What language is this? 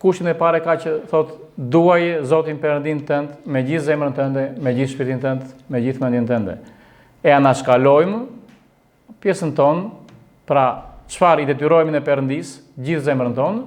Albanian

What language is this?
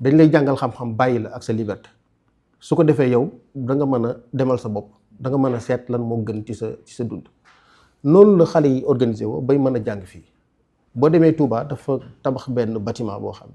Wolof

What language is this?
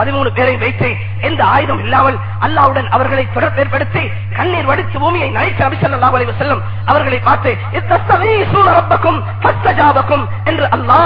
Tamil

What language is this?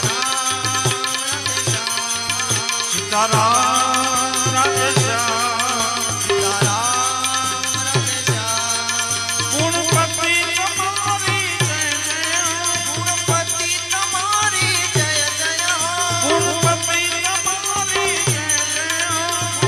Gujarati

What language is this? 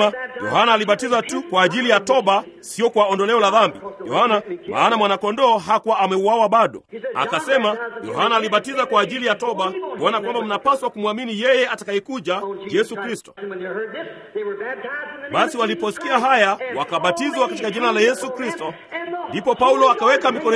Swahili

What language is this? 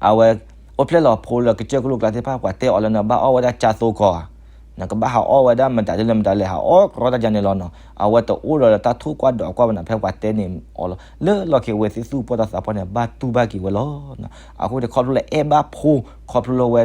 S'gaw Karen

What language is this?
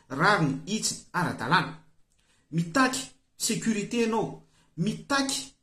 Malagasy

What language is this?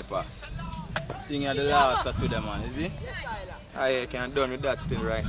Jamaican Creole English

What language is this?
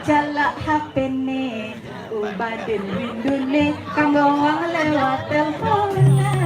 Balinese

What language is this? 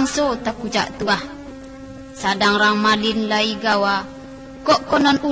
Minangkabau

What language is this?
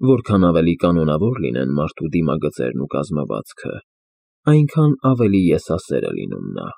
Armenian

